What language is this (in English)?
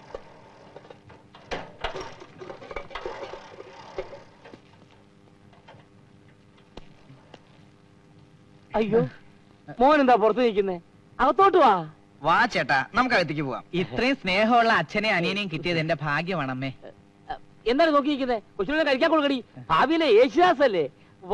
Malayalam